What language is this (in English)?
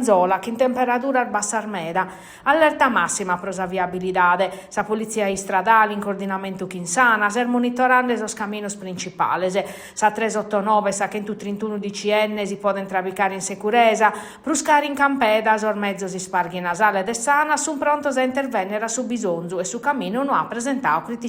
Sardinian